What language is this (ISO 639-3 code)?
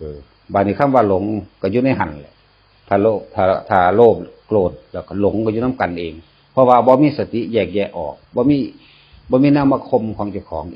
tts